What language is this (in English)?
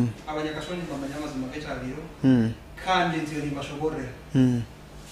Nyankole